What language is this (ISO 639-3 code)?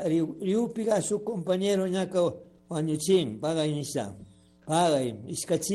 qug